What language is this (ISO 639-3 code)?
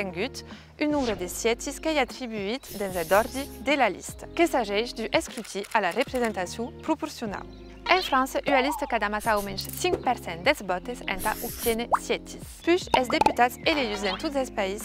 oci